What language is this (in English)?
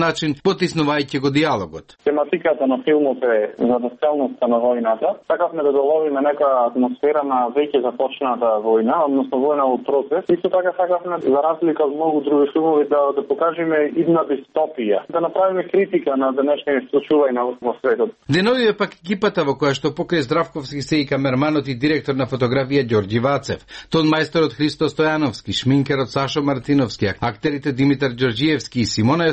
Macedonian